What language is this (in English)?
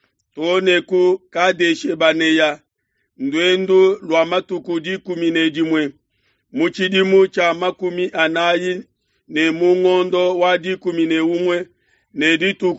Luba-Lulua